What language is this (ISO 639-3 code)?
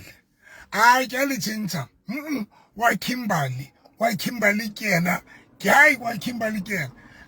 sot